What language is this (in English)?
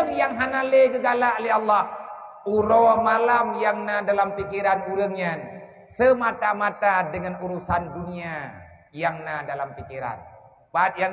Achinese